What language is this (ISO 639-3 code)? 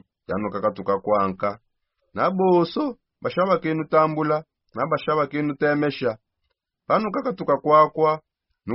sop